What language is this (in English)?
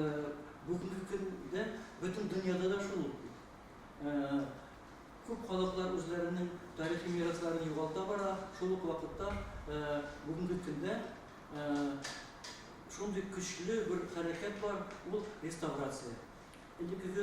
Tatar